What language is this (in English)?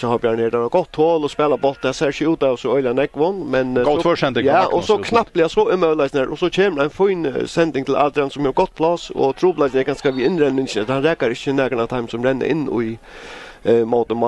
Faroese